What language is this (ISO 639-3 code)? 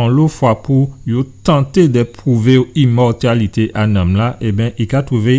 gcf